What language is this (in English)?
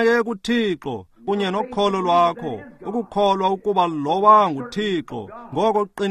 Xhosa